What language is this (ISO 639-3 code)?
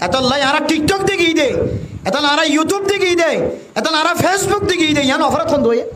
rhg